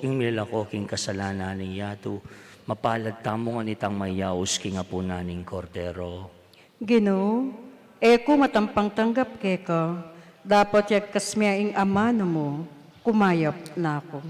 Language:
Pampanga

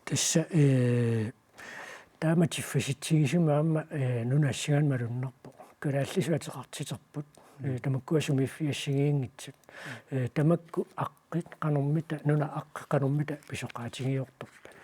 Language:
Kalaallisut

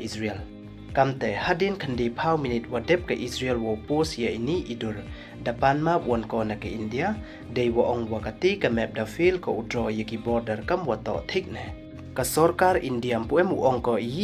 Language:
Pnar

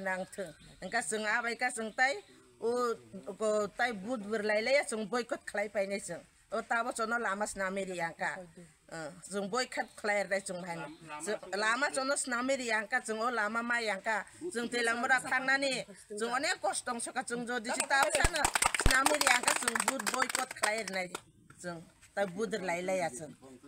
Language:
Kok Borok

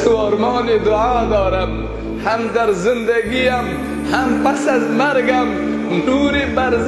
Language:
Persian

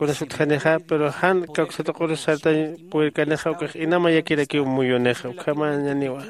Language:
Aymara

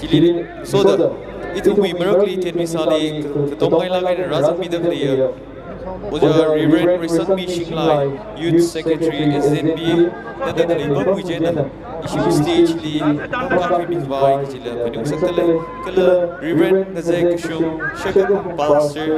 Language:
Tangkhul Naga (India)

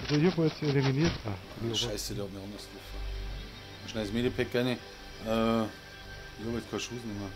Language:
Bavarian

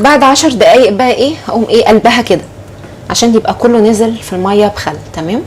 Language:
Egyptian Arabic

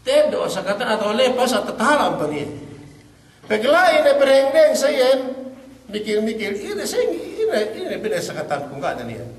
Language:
Yakan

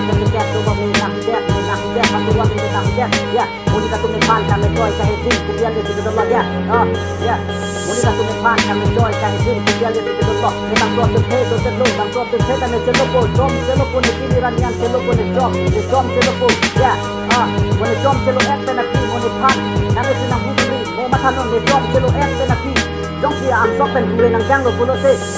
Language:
Karbi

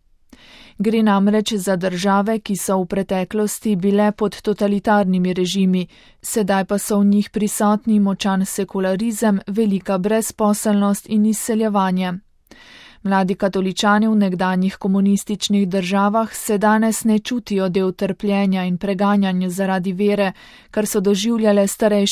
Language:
Slovenian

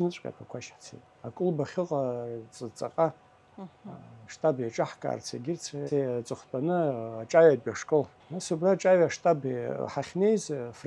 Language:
Abkhazian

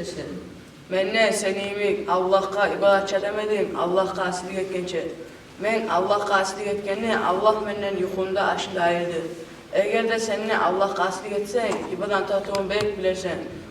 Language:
Kumyk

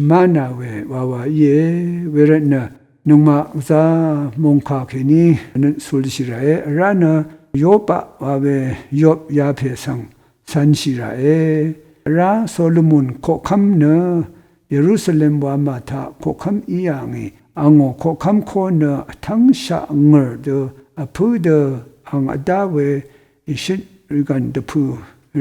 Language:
Rawang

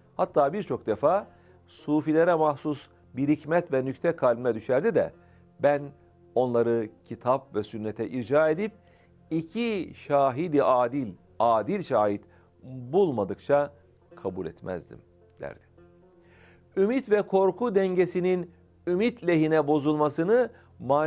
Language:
Turkish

